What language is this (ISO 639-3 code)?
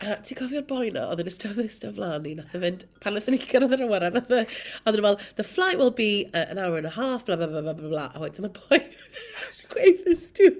cym